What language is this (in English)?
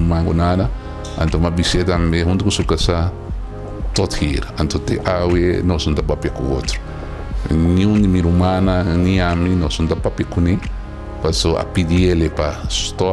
Papiamento